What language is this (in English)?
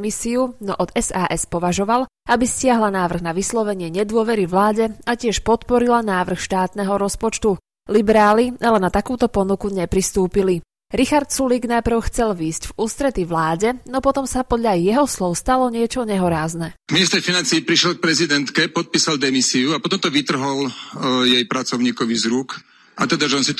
Slovak